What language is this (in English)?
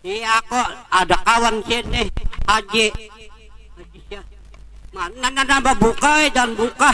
Banjar